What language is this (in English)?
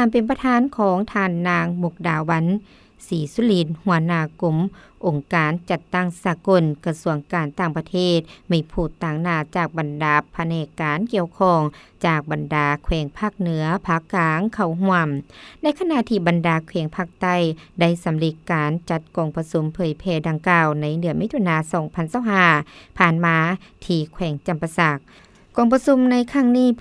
Lao